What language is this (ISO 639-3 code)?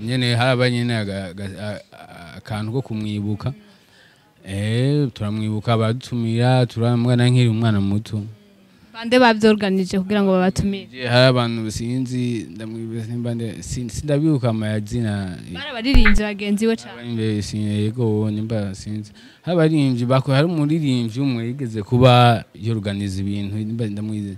run